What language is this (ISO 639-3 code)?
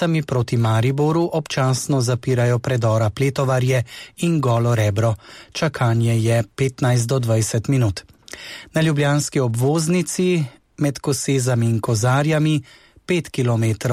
slv